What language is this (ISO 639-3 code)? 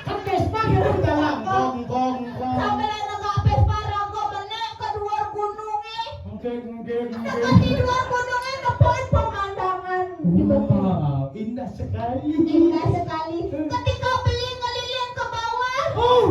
ban